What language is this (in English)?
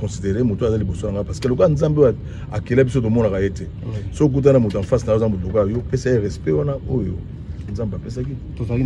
Lingala